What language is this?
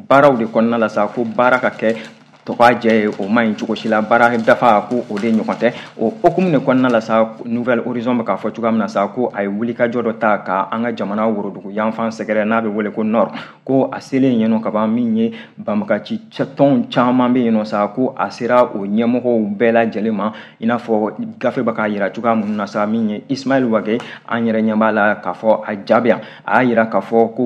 Bambara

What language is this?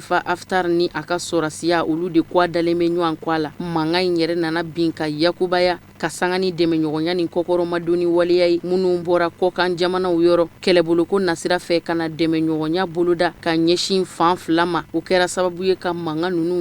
Bambara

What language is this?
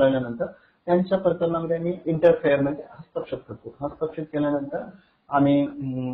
Marathi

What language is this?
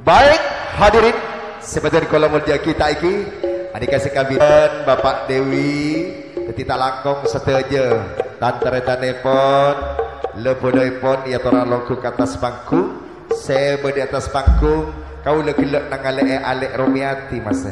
Madurese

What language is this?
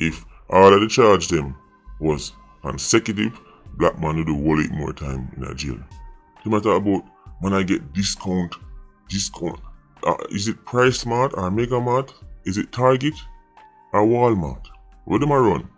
Jamaican Creole English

